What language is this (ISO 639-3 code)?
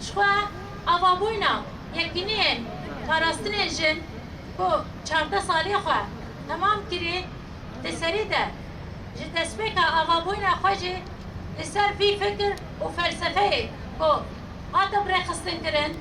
kur